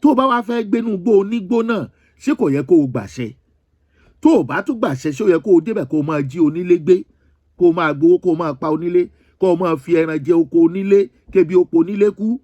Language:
Yoruba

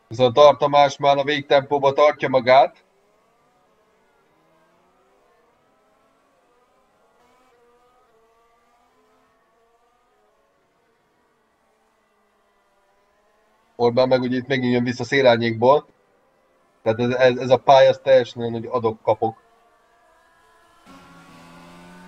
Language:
Hungarian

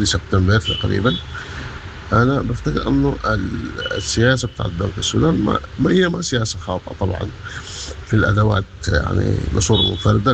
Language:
Sudanese Arabic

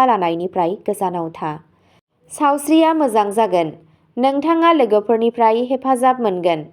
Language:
Bodo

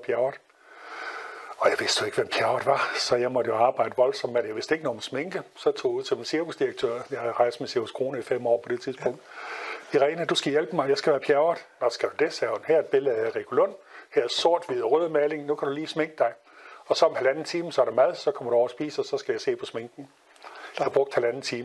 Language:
Danish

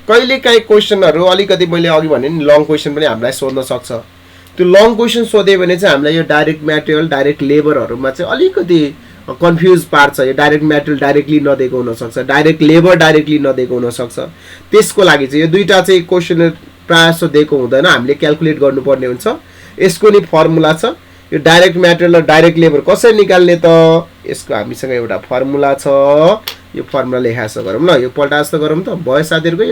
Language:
Nepali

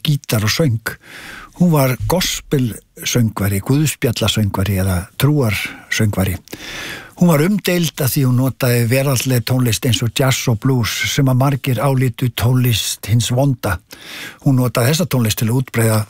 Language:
Icelandic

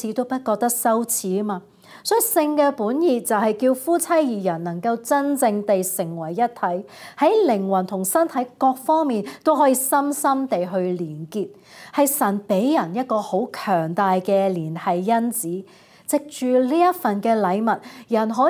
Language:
Cantonese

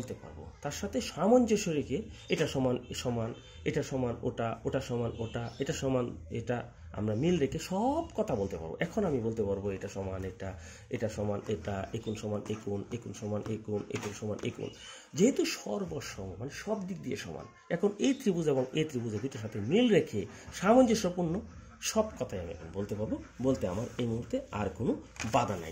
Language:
Bangla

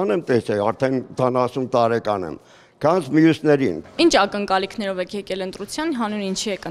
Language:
Armenian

